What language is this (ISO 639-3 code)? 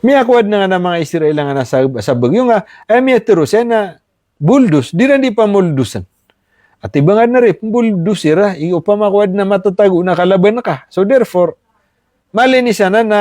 mrw